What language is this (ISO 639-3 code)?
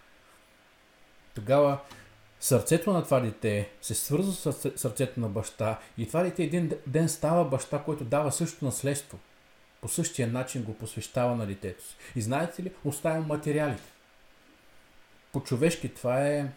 bul